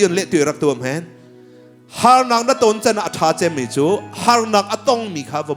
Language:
Hakha Chin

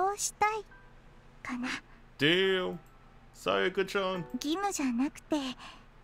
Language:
Japanese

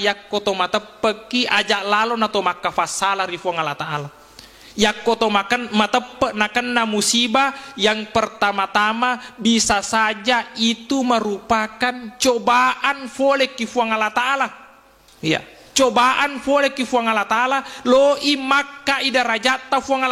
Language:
Buginese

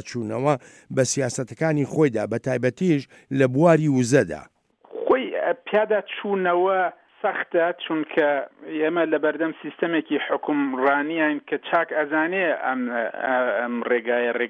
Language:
Central Kurdish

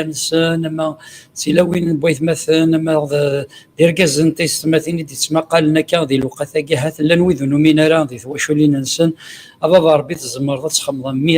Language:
Kabyle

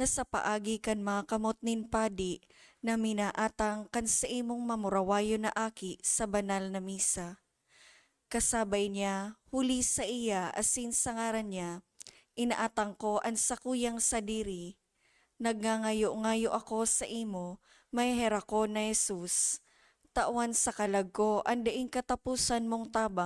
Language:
Bikol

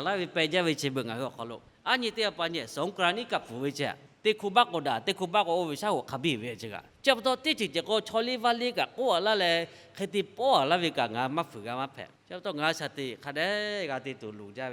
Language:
Lahu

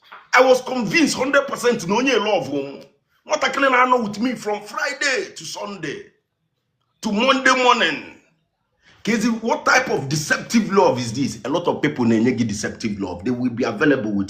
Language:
Igbo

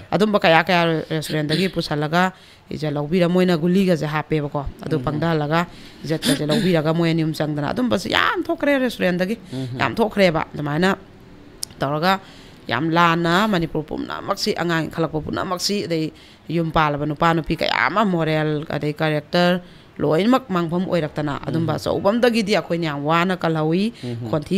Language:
Manipuri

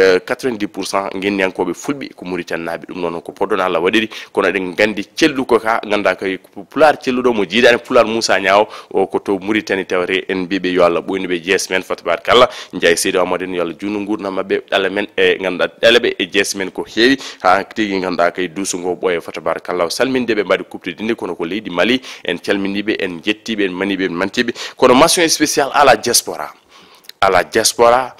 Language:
Fula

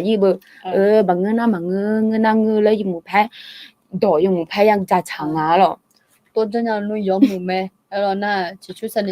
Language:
Akha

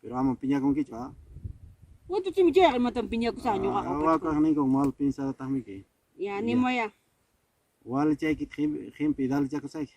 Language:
Ayacucho Quechua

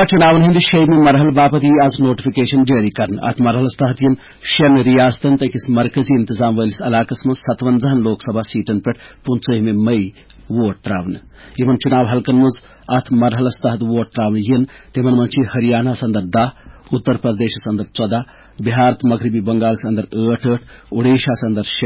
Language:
Kashmiri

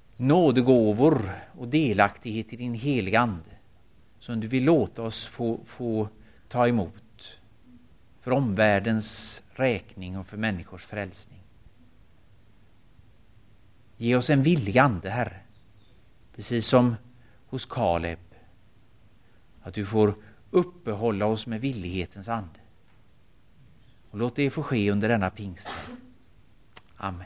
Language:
Swedish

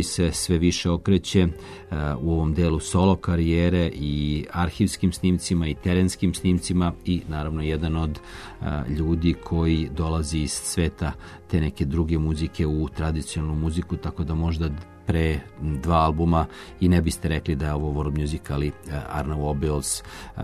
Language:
Serbian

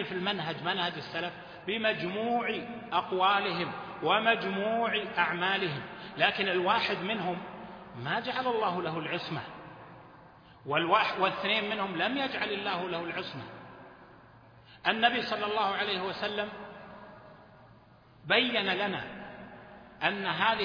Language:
Arabic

